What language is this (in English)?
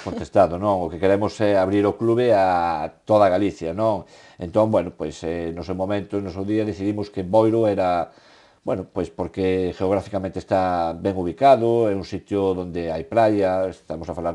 Galician